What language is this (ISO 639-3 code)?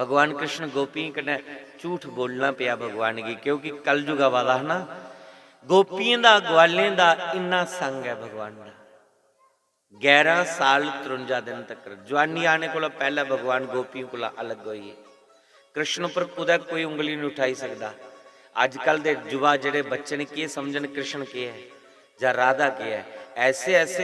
doi